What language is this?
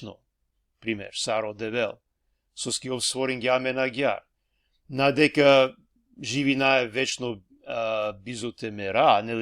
Balkan Romani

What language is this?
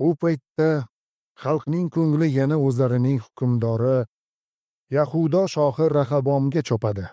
Uzbek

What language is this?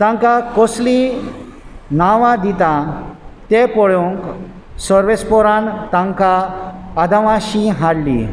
Konkani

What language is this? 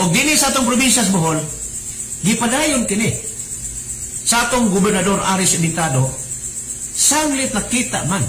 Cebuano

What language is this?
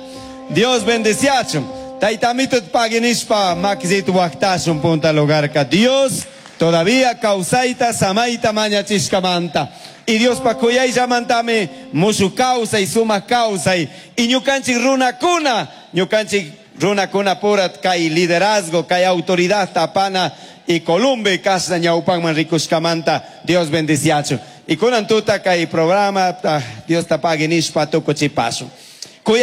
Chimborazo Highland Quichua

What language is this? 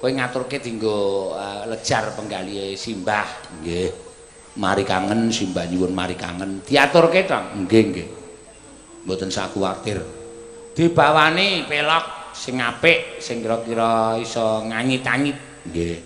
Javanese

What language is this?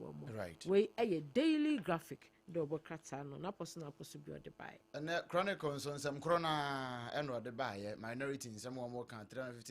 Akan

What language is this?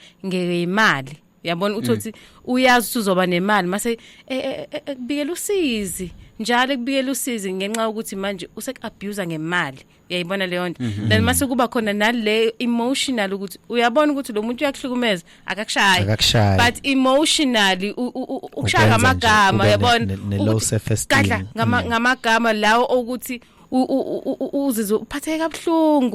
Zulu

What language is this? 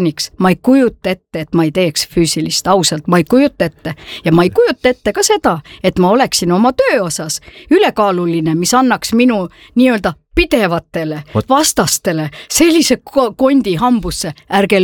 Estonian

